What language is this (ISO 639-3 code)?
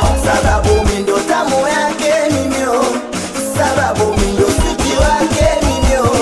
swa